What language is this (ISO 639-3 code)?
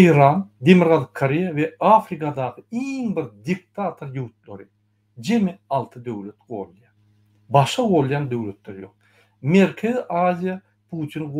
tuk